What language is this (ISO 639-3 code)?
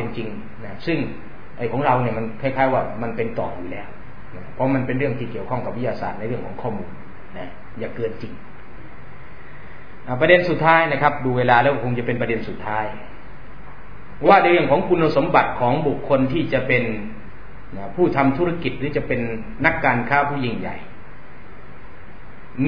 tha